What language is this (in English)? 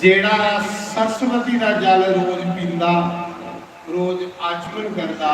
Dogri